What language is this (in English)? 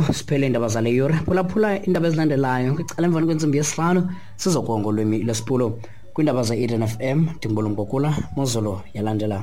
Xhosa